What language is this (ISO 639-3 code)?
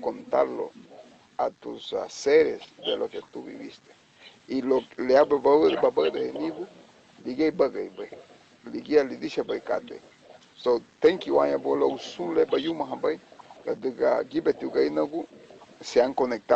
cab